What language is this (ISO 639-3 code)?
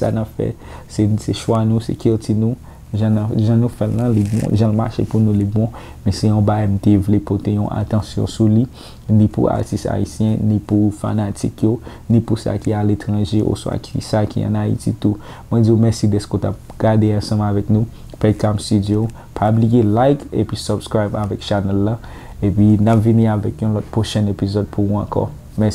hat